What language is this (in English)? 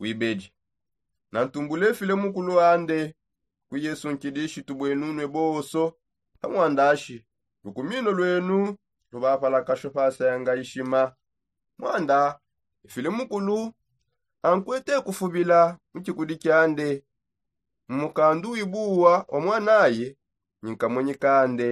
Songe